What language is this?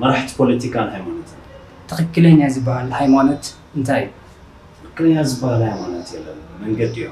Tigrinya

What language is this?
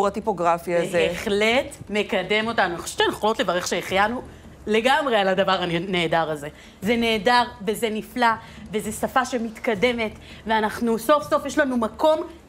Hebrew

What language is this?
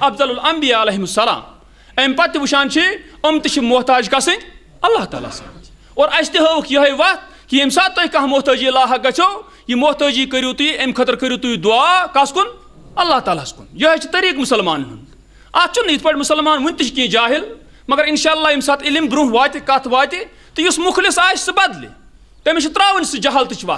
Kashmiri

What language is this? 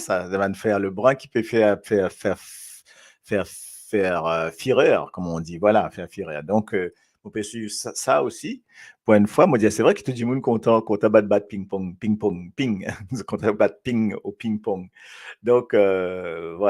Morisyen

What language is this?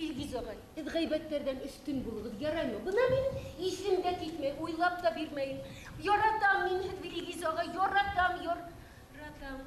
Bashkir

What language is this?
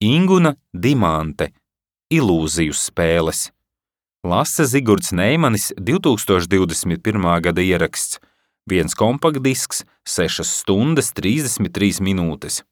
Latvian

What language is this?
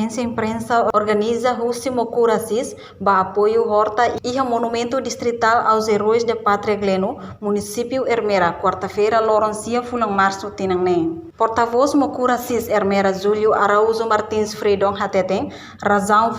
Tetum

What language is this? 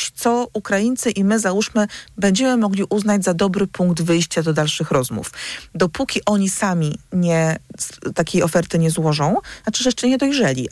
Polish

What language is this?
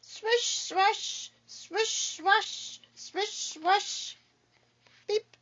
Scottish Gaelic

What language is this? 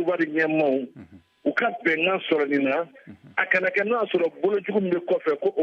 Bambara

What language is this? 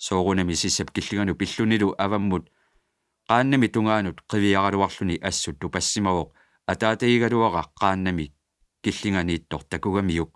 Kalaallisut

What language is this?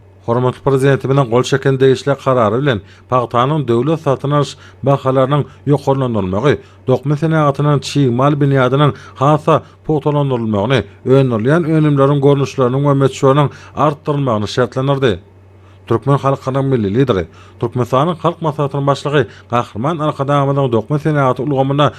Turkmen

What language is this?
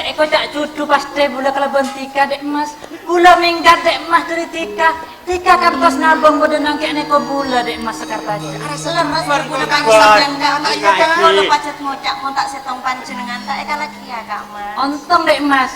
Madurese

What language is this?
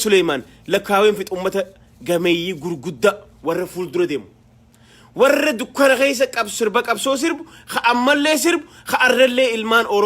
Oromo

